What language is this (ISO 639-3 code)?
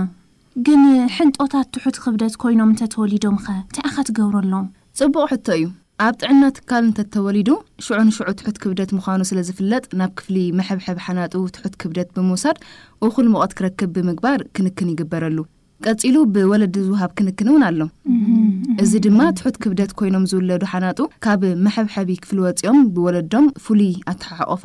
tir